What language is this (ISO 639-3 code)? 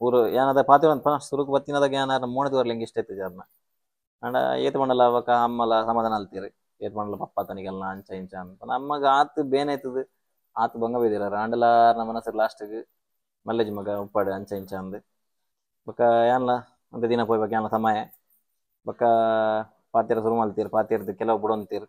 tcy